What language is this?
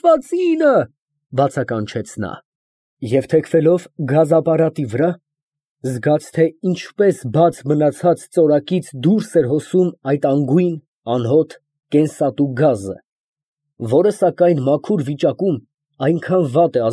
Armenian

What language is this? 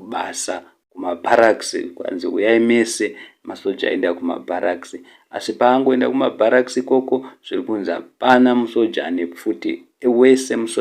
Shona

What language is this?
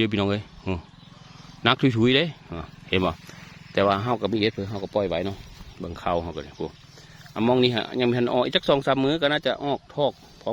Northeastern Thai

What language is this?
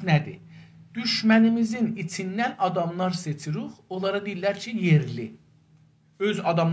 South Azerbaijani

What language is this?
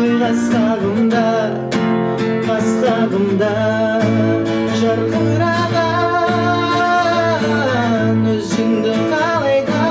Kazakh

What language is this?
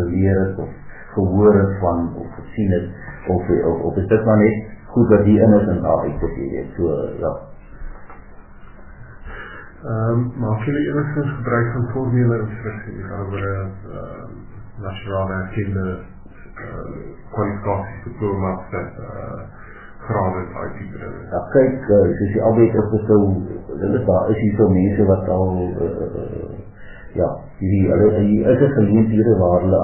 Afrikaans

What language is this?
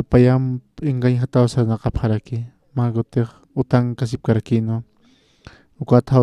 Aymara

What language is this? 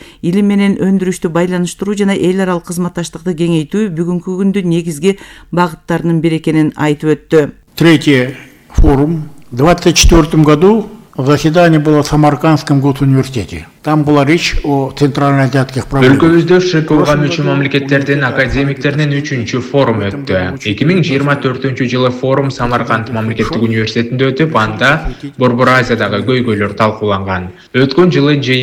Kyrgyz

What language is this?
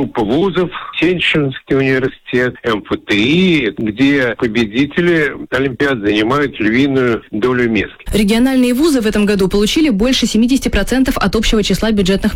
Russian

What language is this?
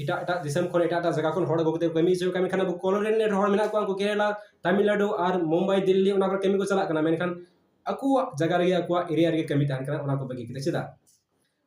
Santali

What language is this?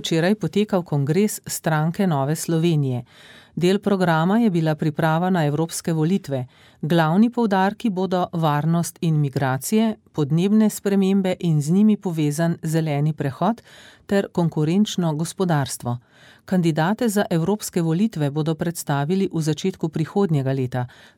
Slovenian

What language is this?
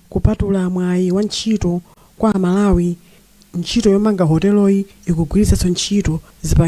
Nyanja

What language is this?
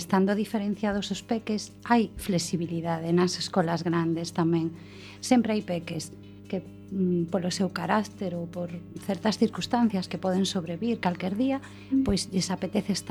Galician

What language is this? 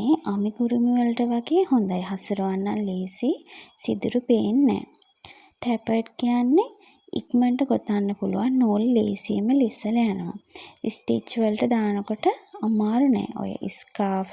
Sinhala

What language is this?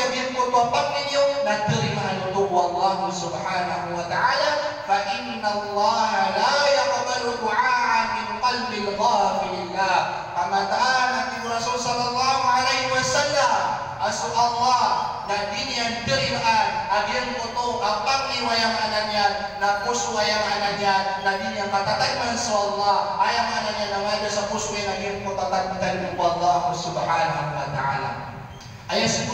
Maranao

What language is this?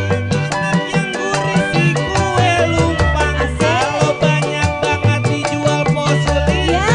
Betawi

